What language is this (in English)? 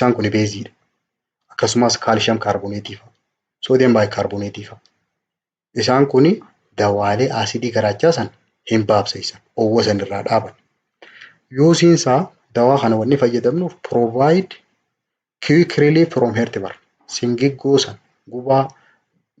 Oromo